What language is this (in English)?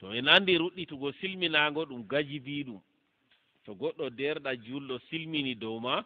Fula